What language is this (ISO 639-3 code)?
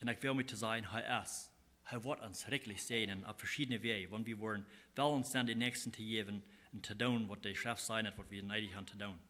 pdt